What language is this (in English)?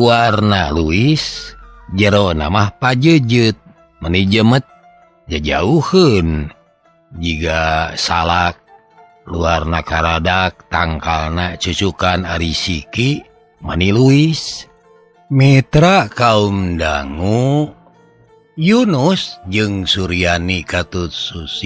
Sundanese